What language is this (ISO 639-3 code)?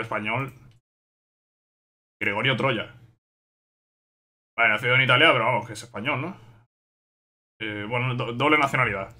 spa